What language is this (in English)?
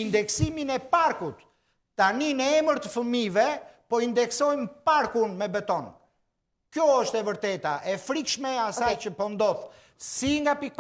Albanian